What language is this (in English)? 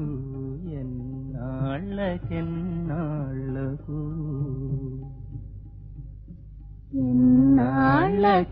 Telugu